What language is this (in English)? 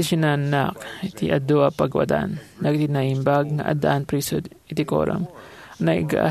Iloko